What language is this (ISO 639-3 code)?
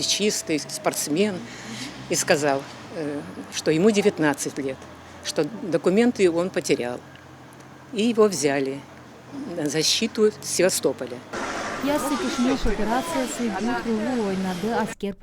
gag